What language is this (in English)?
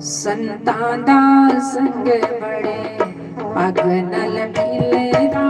Dogri